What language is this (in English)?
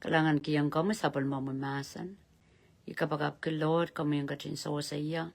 Pohnpeian